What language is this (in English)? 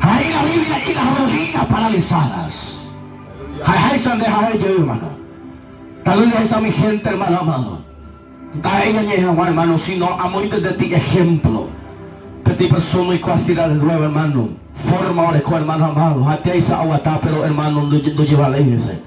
Guarani